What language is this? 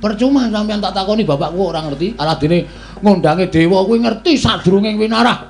Javanese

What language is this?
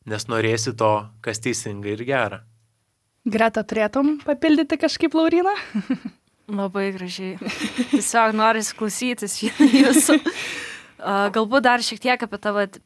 Lithuanian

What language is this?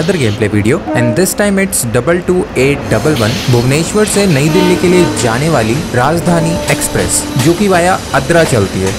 Hindi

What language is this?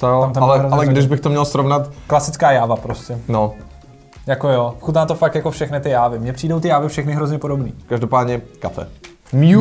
Czech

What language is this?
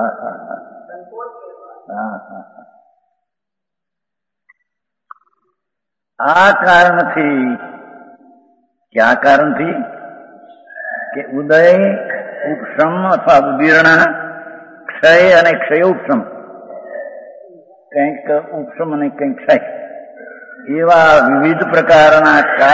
Gujarati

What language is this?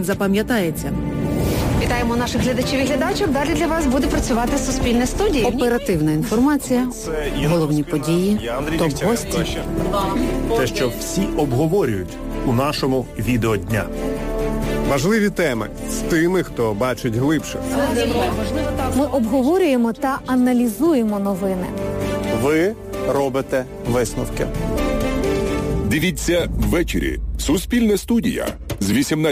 Ukrainian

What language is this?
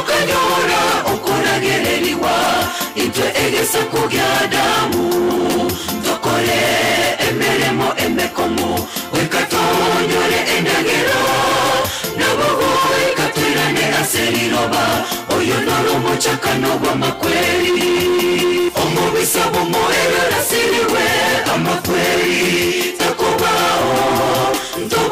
Gusii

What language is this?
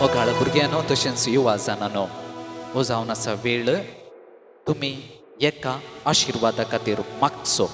Konkani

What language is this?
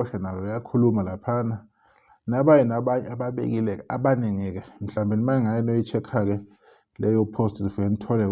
Zulu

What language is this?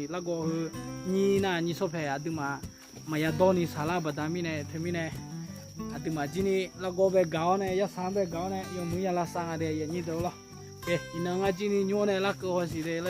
Akha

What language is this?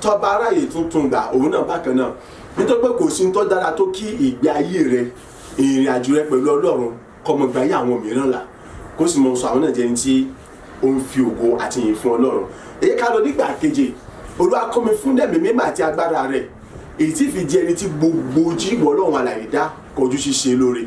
Yoruba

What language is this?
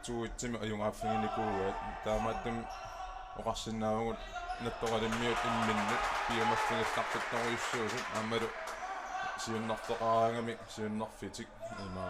Kalaallisut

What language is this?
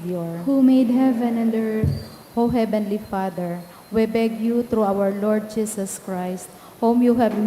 Bikol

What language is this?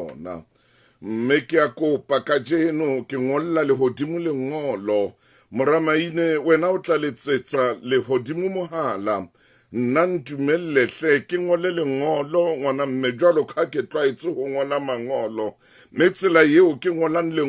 Southern Sotho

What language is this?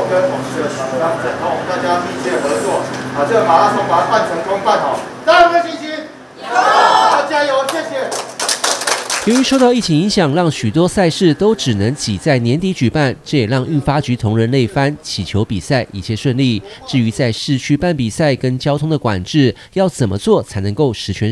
Chinese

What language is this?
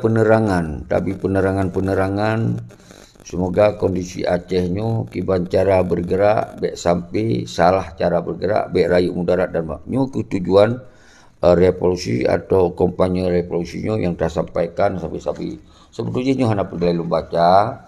Achinese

